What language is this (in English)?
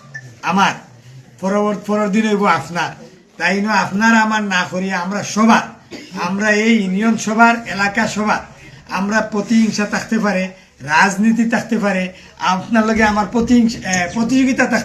Sylheti